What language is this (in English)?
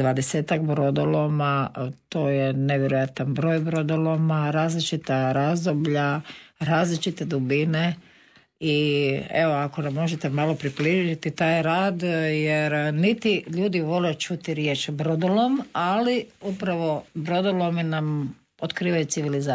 Croatian